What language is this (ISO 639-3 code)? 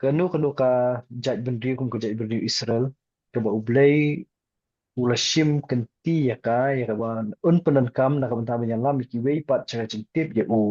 kha